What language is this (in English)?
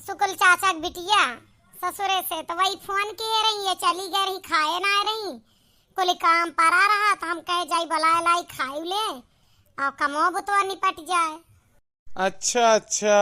Awadhi